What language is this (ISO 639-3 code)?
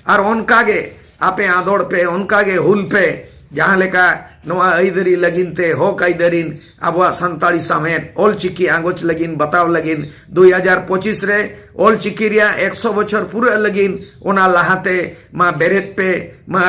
sat